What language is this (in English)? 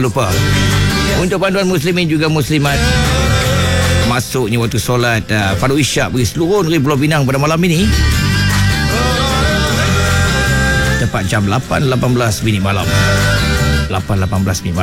Malay